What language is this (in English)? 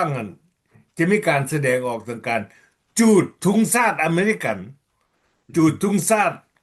Lao